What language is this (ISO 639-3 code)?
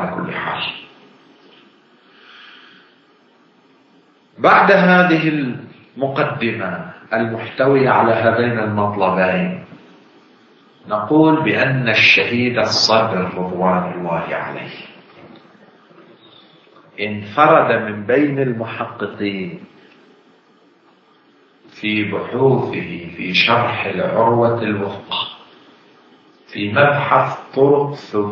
ara